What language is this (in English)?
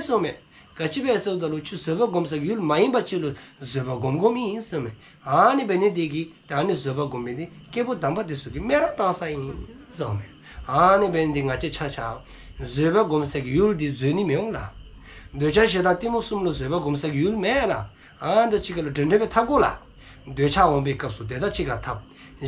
Dzongkha